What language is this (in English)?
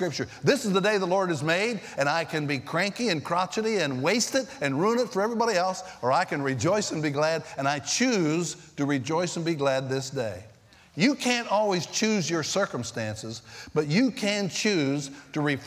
English